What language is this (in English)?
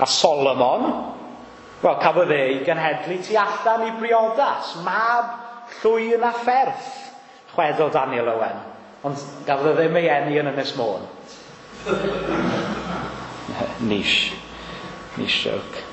Welsh